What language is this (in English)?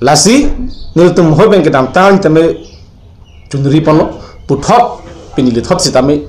Karbi